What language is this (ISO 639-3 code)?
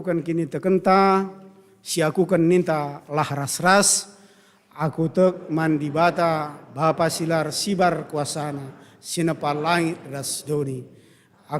btx